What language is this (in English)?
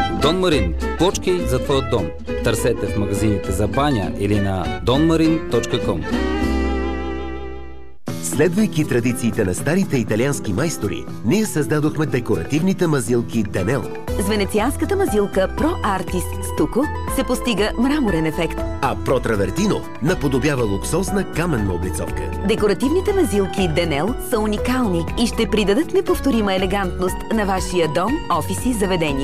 Bulgarian